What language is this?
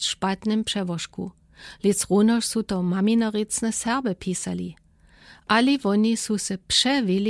Lower Sorbian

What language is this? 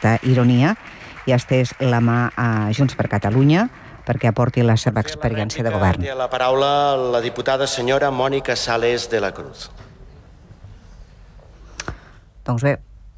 Catalan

